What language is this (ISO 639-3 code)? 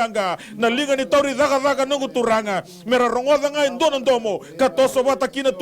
fij